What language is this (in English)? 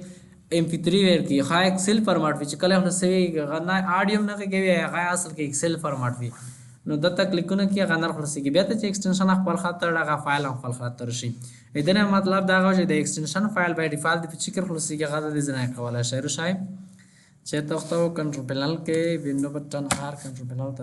Pashto